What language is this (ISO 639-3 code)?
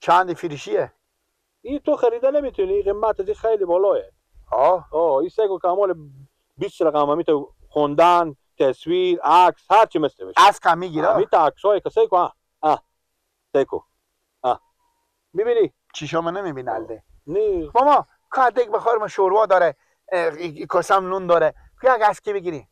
fas